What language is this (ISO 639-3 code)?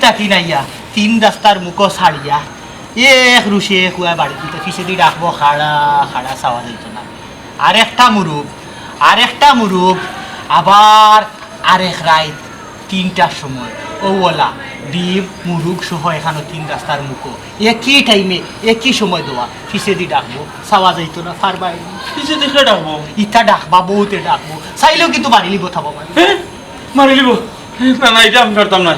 syl